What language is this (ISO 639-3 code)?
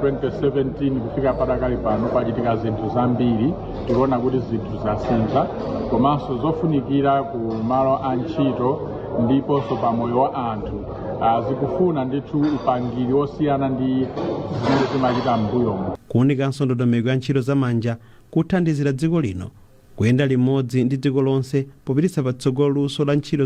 nya